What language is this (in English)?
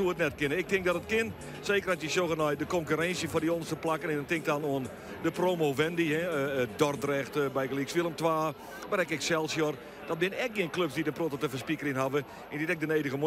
Western Frisian